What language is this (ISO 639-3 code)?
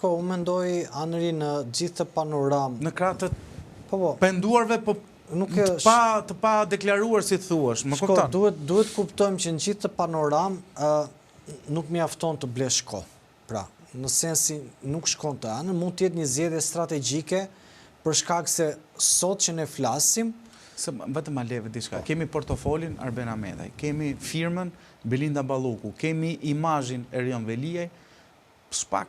sqi